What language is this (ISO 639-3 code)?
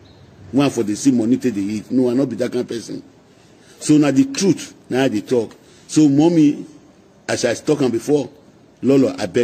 pcm